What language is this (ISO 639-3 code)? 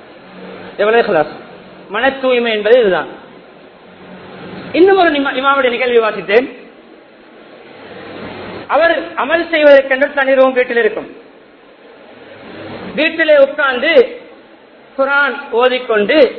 tam